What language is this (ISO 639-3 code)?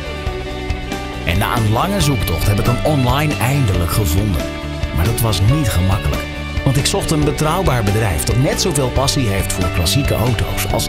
nld